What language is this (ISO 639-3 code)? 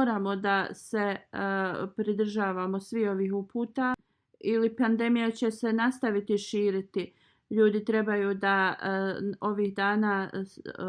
bos